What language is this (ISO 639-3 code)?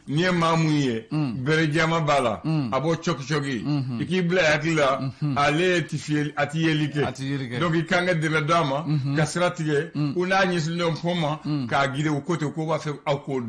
bam